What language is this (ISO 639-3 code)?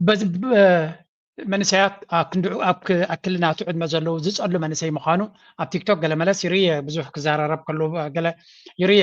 tir